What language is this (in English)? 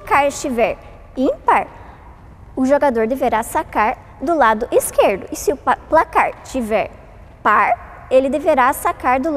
Portuguese